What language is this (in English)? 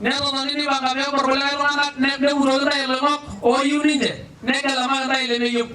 Masai